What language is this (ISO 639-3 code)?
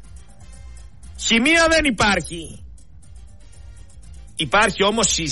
ell